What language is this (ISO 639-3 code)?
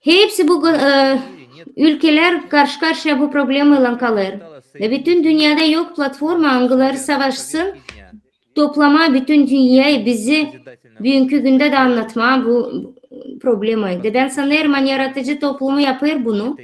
gag